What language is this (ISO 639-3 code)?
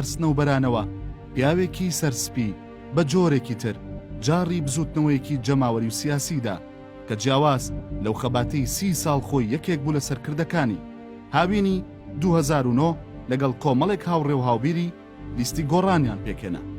ckb